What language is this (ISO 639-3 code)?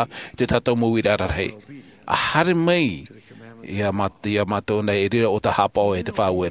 tah